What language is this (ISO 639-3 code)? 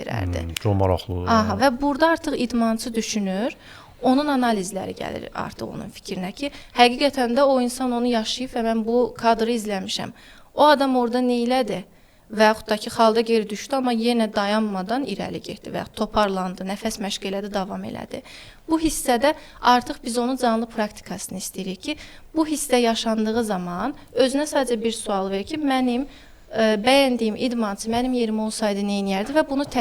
aze